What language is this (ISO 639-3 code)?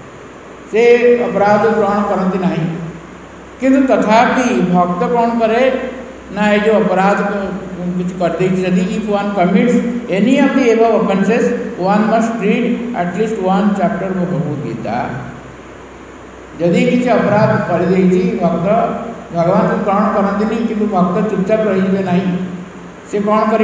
ori